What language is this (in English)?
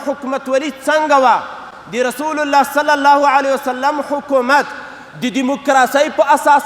Pashto